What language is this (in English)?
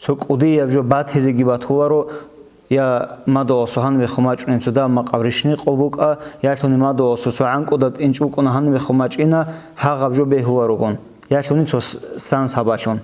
Avaric